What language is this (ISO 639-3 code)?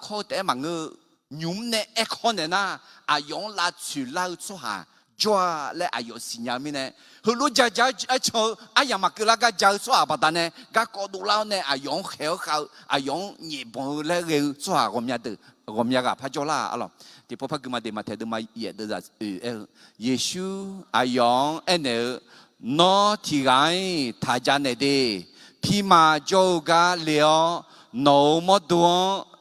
ahk